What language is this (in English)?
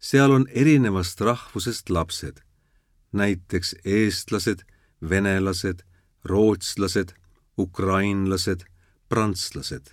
Estonian